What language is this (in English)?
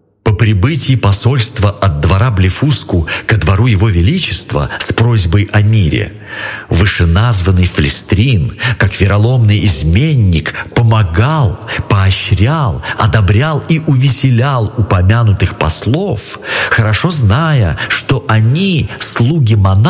Russian